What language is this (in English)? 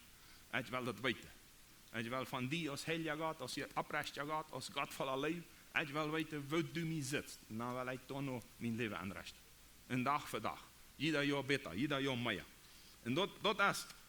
Plautdietsch